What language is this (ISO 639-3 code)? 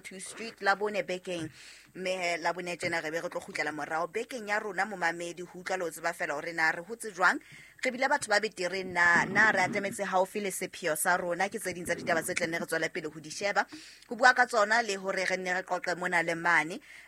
sot